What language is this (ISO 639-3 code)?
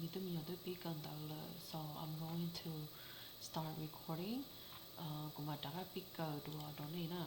hmn